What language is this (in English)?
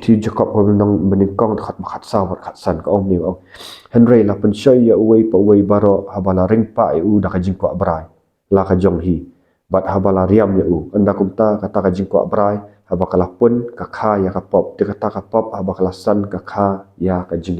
Khasi